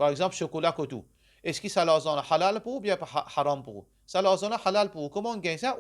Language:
Morisyen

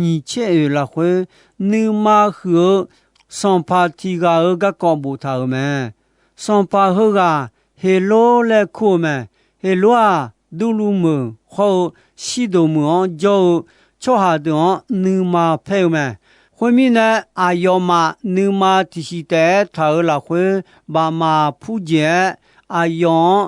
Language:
Akha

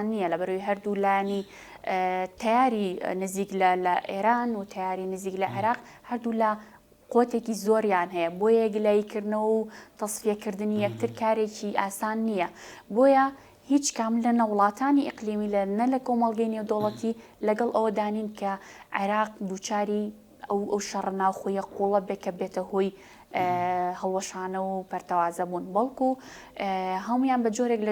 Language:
Central Kurdish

